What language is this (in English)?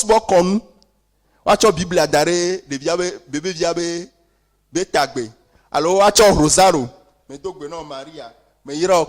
Ewe